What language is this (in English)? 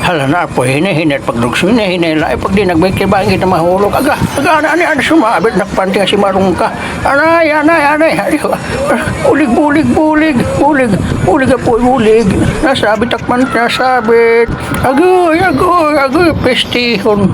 Waray